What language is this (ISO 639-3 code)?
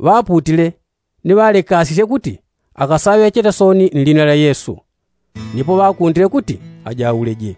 yao